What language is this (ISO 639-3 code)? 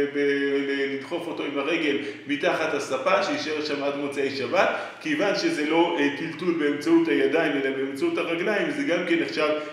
heb